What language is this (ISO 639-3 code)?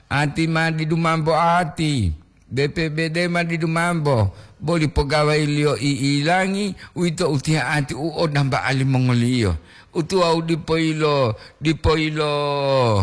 gor